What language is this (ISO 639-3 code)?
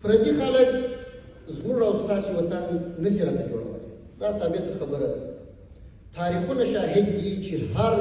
pus